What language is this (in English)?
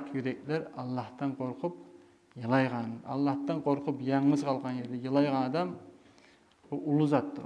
Kumyk